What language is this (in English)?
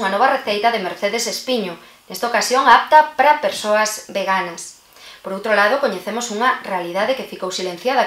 Galician